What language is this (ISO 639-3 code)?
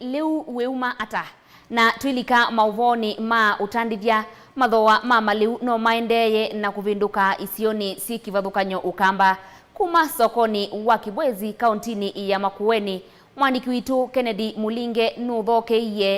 kam